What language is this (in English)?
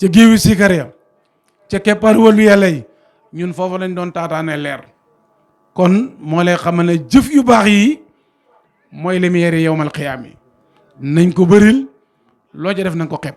Wolof